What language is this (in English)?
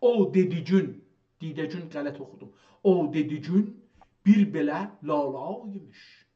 South Azerbaijani